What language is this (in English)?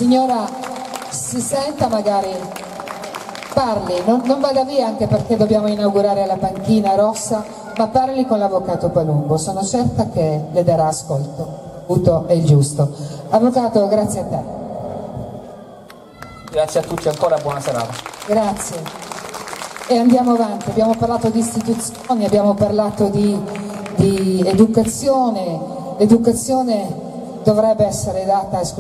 Italian